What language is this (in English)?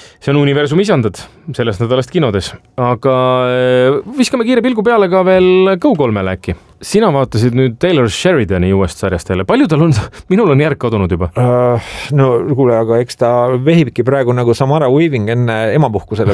Estonian